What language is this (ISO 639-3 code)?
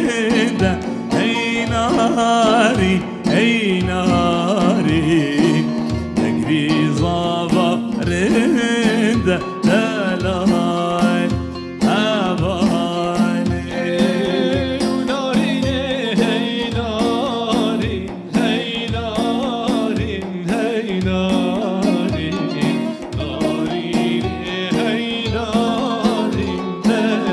kur